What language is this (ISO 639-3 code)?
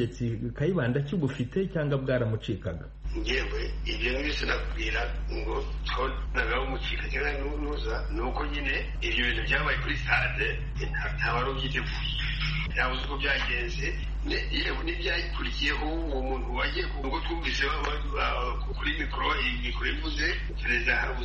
kin